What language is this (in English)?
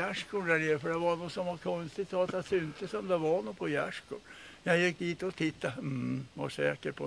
Swedish